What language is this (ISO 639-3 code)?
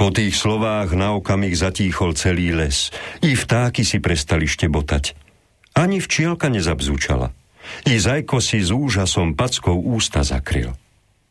slk